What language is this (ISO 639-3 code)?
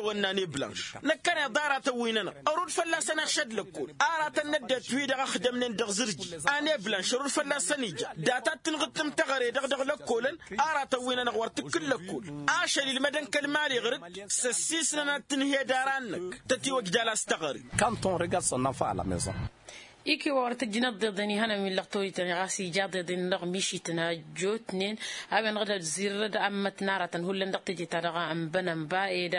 taq